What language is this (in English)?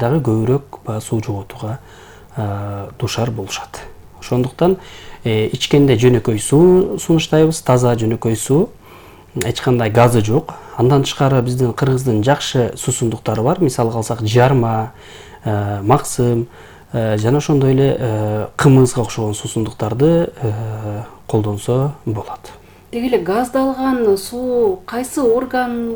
Kyrgyz